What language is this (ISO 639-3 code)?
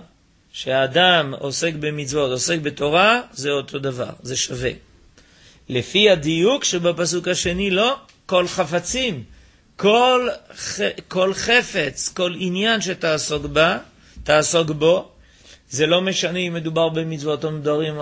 heb